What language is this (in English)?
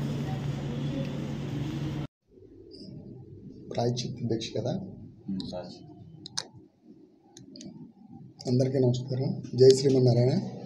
Telugu